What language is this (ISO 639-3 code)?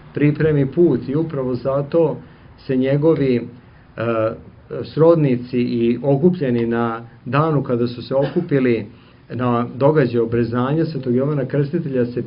srp